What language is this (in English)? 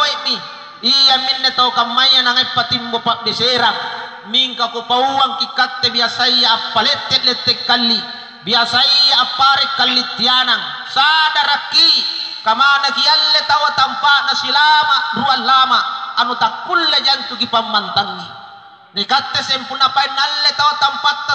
Makasar